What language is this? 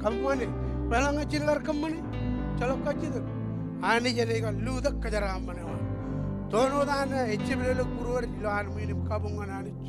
Marshallese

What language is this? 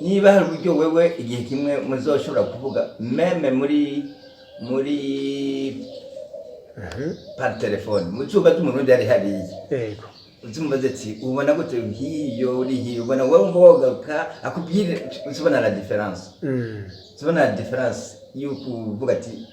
Rundi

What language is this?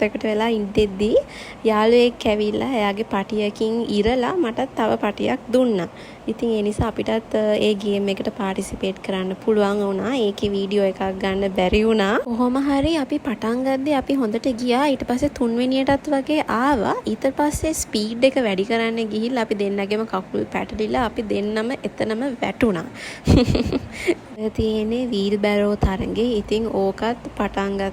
Sinhala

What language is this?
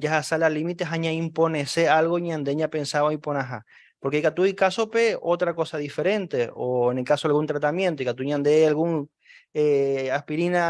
Guarani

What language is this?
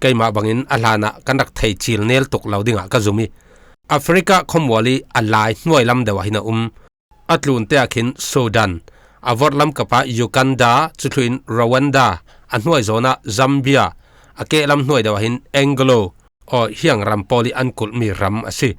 Falam Chin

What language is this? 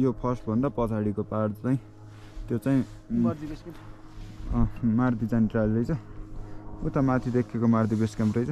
Nepali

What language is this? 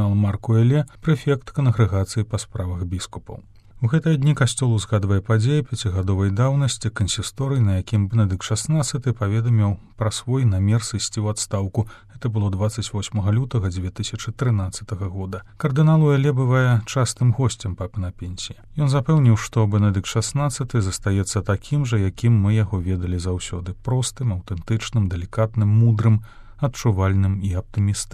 Belarusian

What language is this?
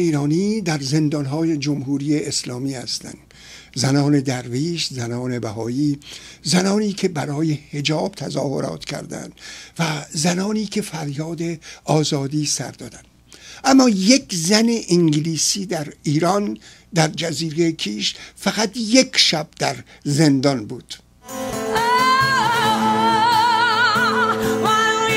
Persian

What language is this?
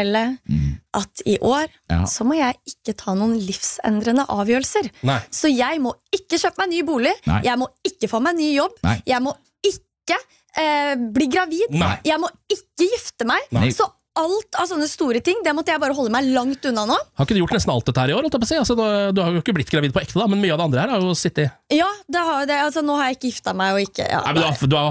Norwegian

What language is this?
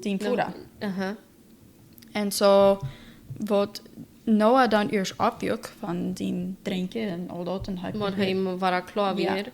Plautdietsch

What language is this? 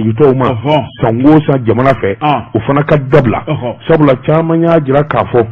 Bambara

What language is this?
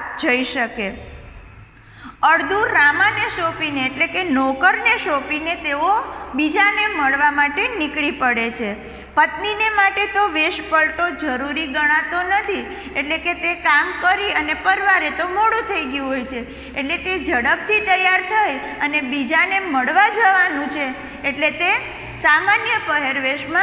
Gujarati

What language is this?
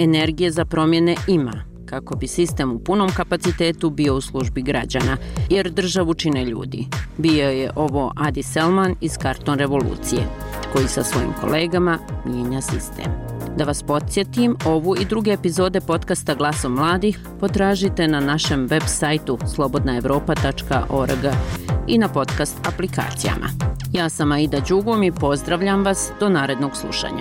Bosnian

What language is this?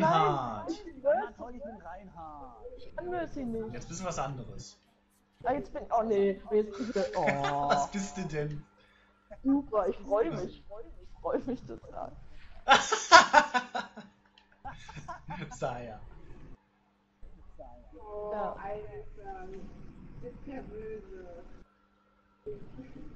German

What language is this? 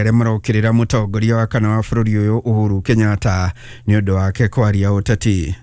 Kikuyu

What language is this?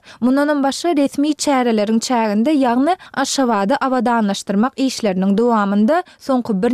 Turkmen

